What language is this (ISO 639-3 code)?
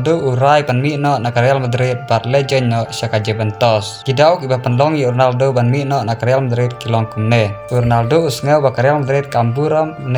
kha